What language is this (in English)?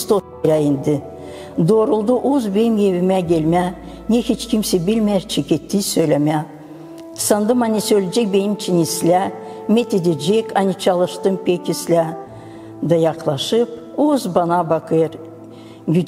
Gagauz